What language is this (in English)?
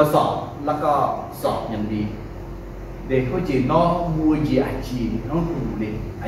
Akha